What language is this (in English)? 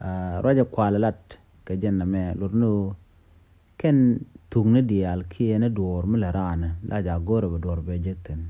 Nuer